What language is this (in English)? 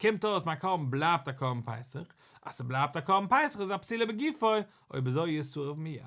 Yiddish